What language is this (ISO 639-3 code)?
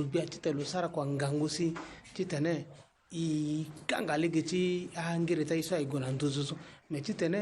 sag